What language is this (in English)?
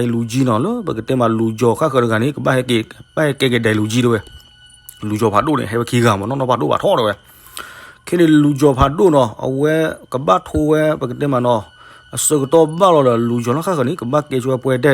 S'gaw Karen